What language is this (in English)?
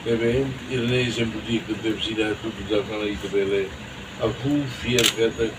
Tetum